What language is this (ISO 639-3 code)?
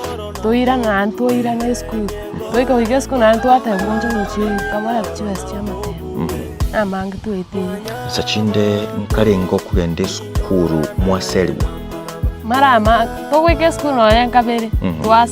guz